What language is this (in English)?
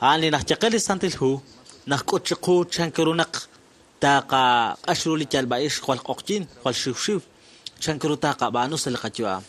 Kekchí